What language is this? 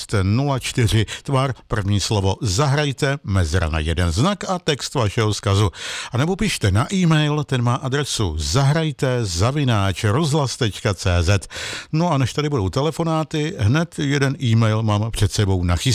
Czech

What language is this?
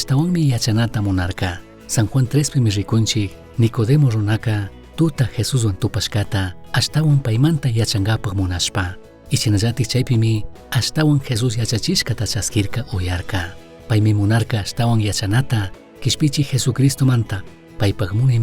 Chimborazo Highland Quichua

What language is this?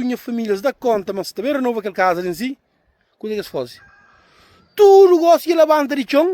Kabuverdianu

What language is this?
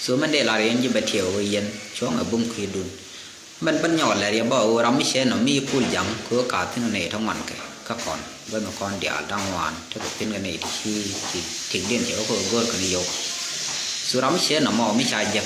Nuer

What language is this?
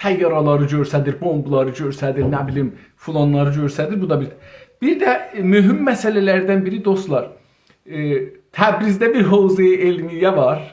South Azerbaijani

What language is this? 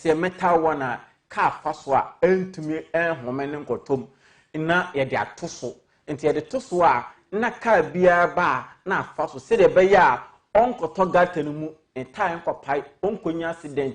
Akan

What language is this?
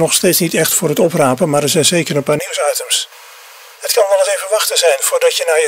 Dutch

